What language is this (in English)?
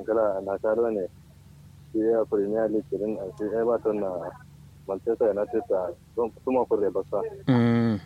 Kanuri